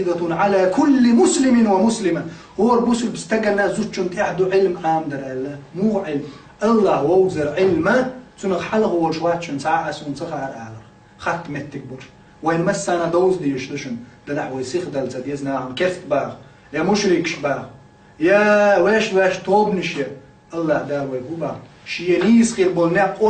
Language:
Chechen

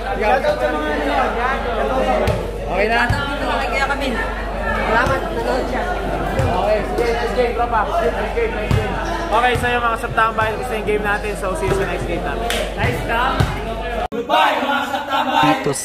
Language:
Filipino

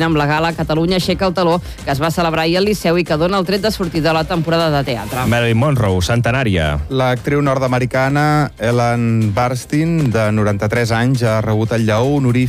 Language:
Catalan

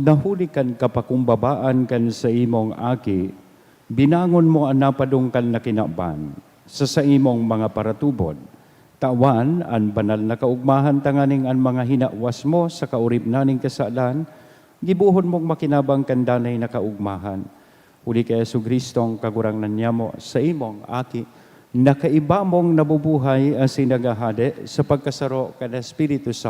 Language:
Bikol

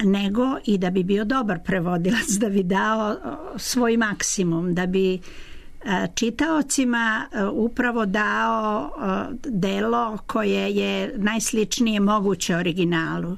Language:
Serbian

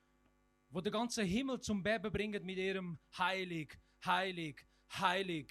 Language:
Swiss German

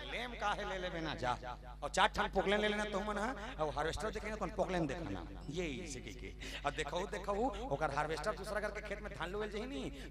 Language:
Chhattisgarhi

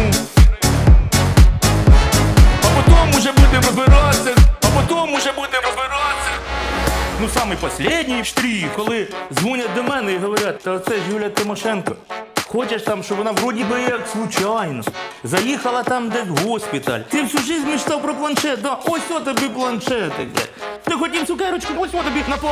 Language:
Ukrainian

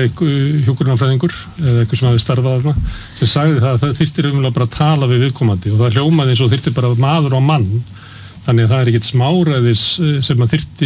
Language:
Icelandic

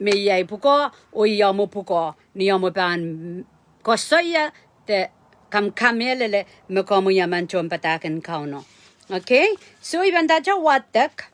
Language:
Pohnpeian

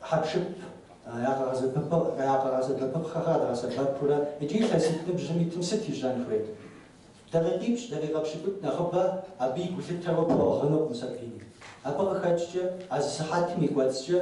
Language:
Kabardian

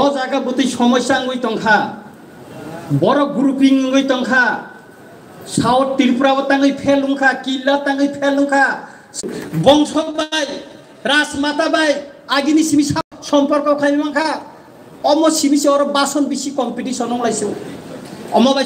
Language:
Kok Borok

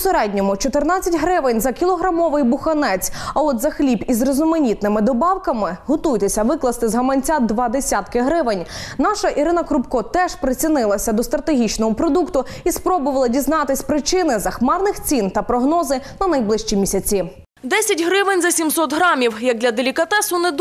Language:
Ukrainian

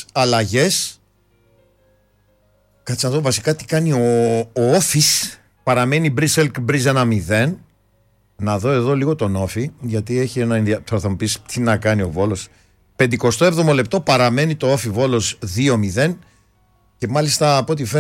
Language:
Greek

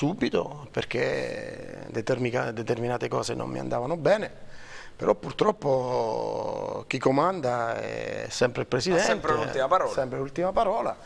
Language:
Italian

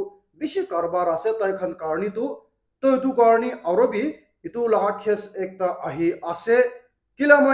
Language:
Naga Pidgin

